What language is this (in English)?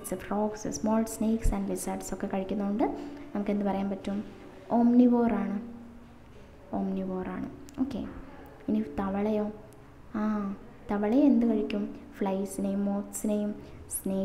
Malayalam